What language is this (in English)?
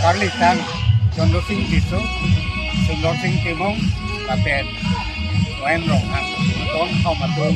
Karbi